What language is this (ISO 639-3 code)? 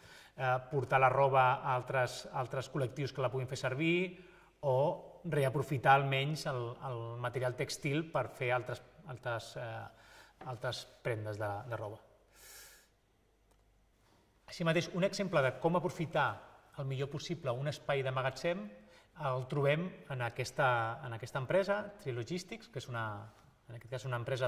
cat